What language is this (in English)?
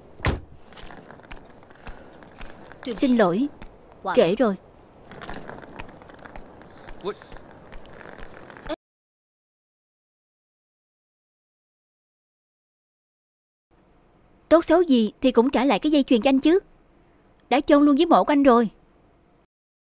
Vietnamese